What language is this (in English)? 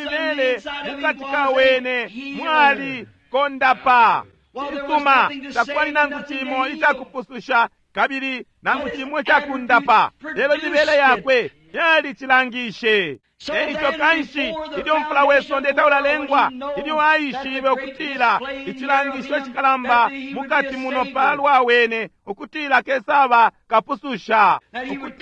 Bemba